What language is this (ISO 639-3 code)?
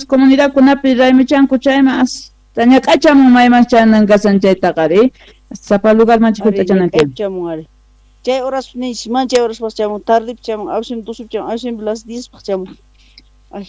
que